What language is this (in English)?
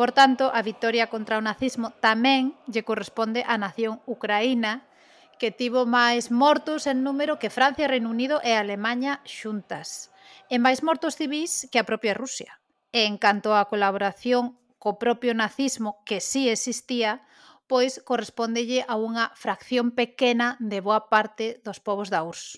Galician